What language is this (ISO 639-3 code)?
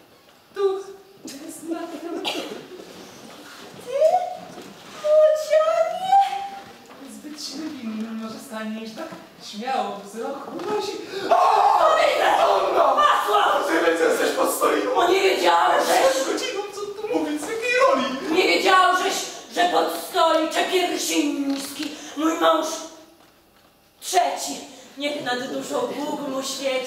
pol